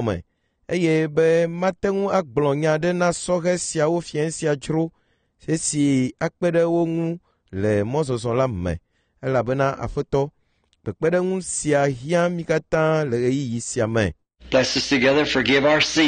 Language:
Ewe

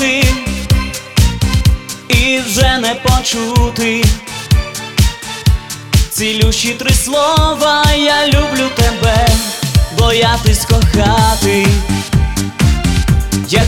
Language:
Ukrainian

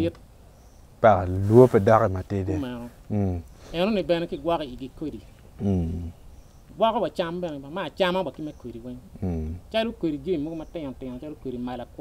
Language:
Acoli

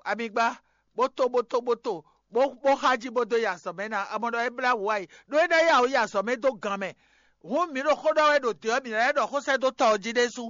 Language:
Fon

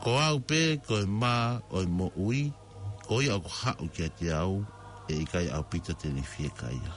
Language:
Tongan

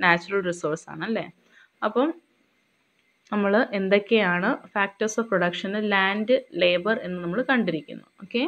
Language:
Malayalam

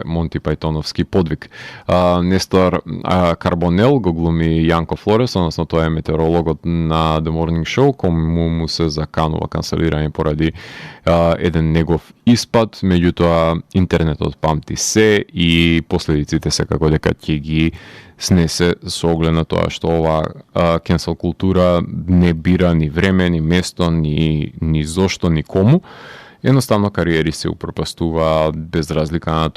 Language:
Macedonian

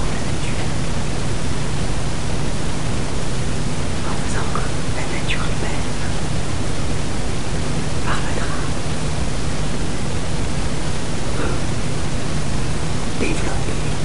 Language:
French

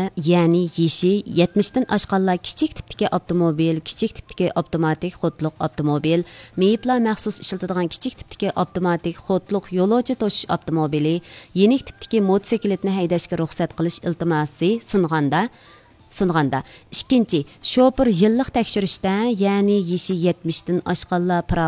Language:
Uyghur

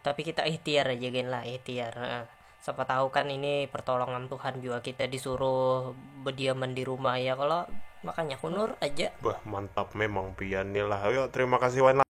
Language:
Banjar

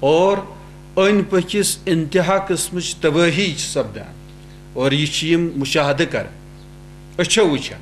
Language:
Kashmiri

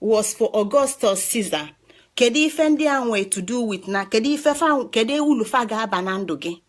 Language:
Igbo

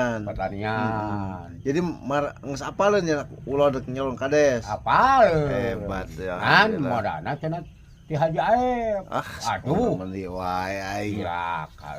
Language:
Sundanese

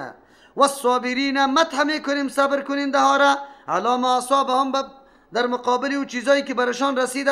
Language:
Persian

